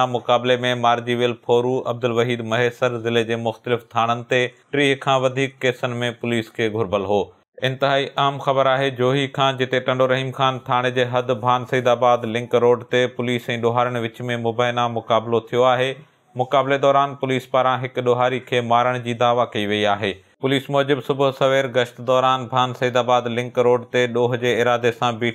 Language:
Sindhi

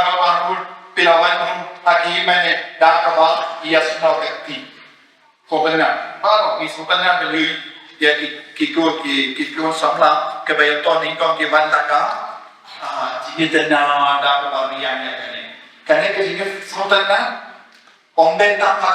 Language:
Khasi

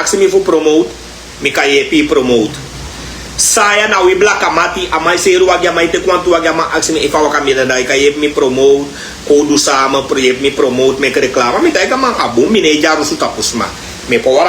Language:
Sranan Tongo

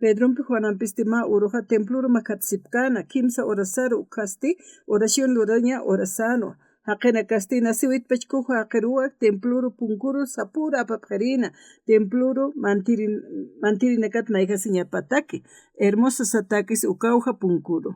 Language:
Aymara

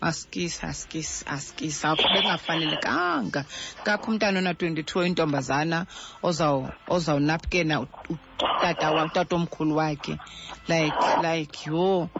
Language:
Xhosa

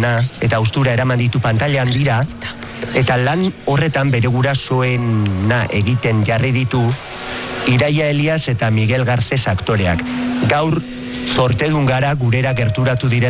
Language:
Basque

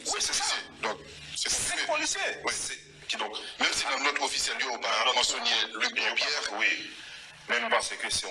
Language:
Haitian Creole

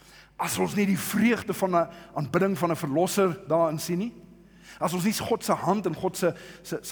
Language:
Afrikaans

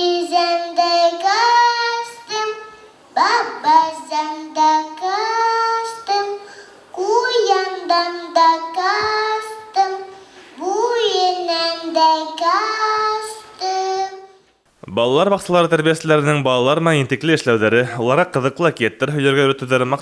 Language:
Bashkir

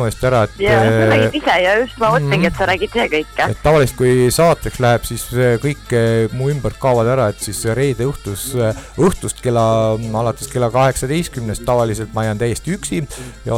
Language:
Estonian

